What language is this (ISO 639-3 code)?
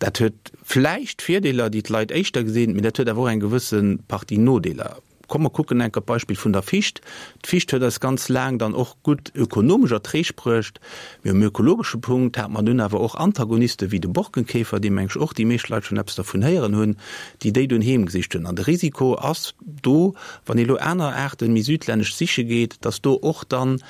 ltz